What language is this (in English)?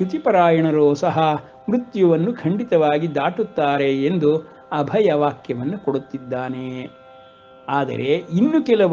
Kannada